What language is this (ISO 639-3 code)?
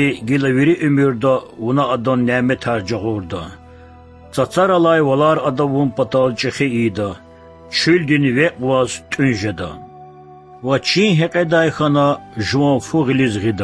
lez